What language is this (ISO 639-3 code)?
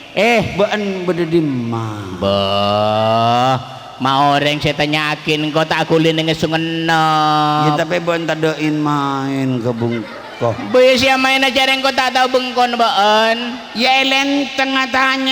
mad